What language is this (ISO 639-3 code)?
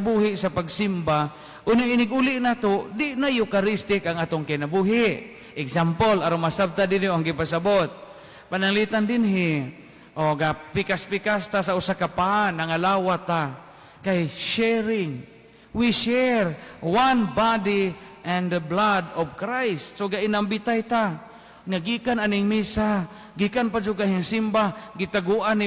ceb